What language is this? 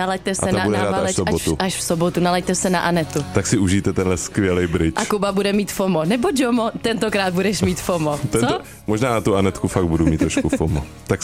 Czech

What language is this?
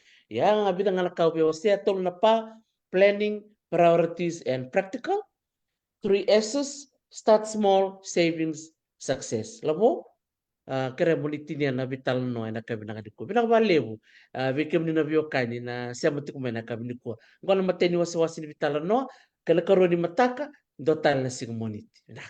Fijian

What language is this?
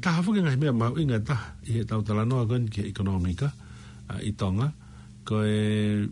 Tongan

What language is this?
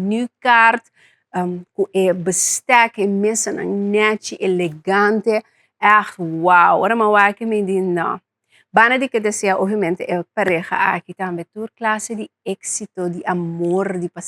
Papiamento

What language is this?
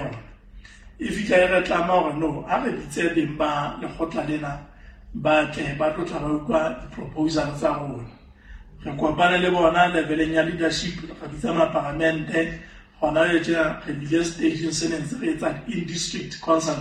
Southern Sotho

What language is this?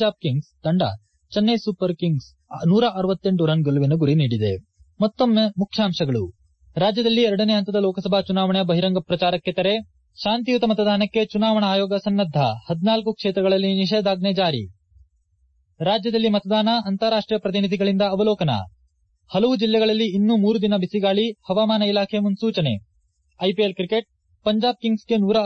Kannada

